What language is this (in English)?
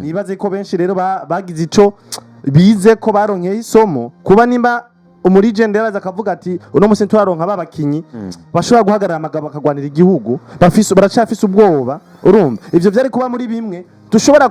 Rundi